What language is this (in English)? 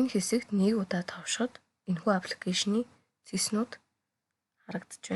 Mongolian